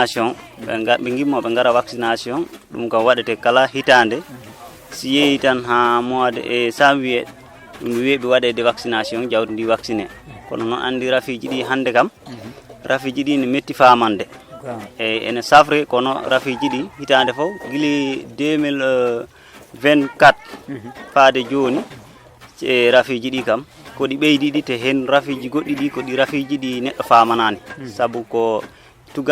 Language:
Fula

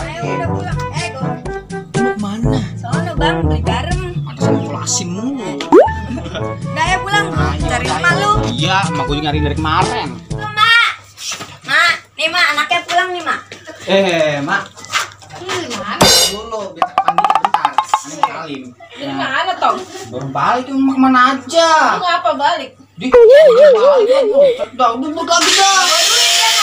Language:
Betawi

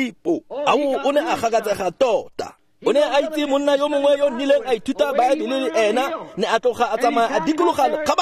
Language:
Tswana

